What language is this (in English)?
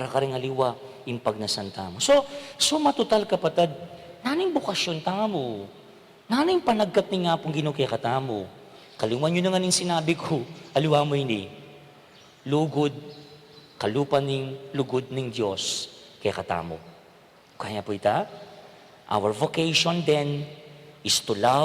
Pampanga